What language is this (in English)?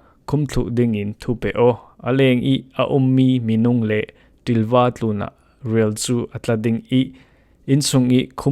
Falam Chin